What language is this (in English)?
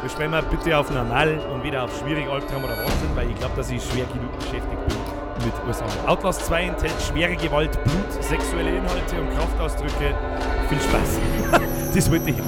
Bavarian